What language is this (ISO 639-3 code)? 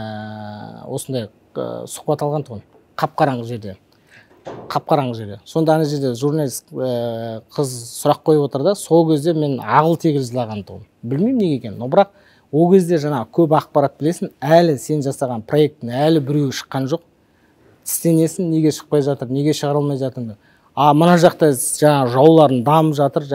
kaz